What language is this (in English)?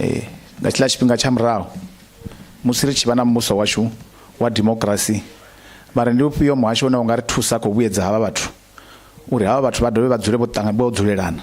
Venda